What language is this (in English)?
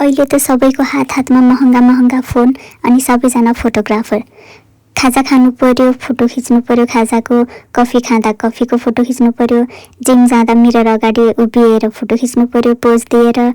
Nepali